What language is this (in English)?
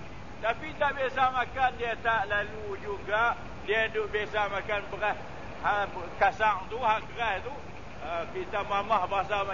Malay